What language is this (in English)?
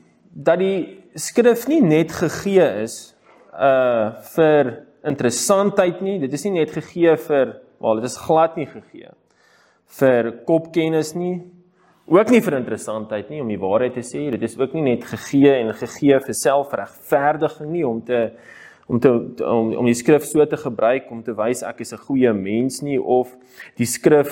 Afrikaans